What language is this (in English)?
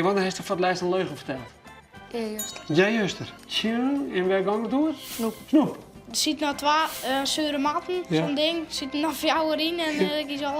Western Frisian